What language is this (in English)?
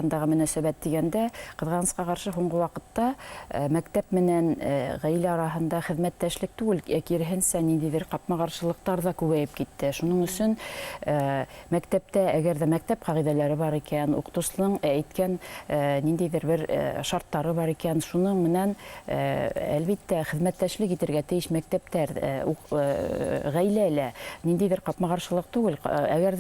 Bashkir